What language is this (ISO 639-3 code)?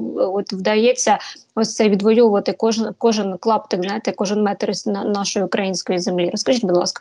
ukr